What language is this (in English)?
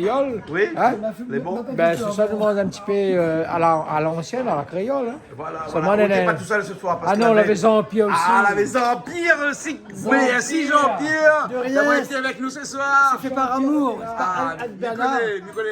Réunion Creole French